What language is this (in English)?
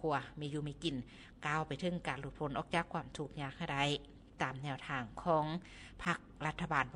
Lao